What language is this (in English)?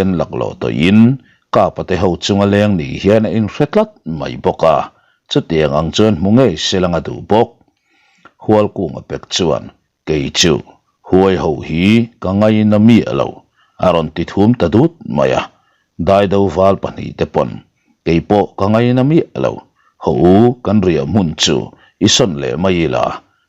Mizo